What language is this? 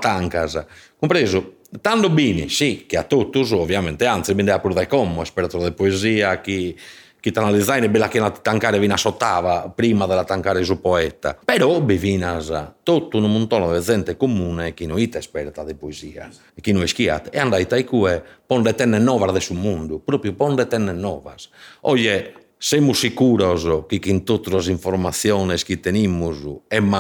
Sardinian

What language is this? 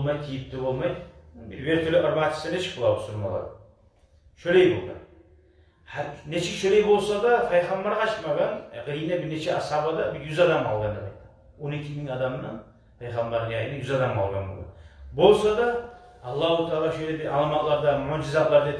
Kumyk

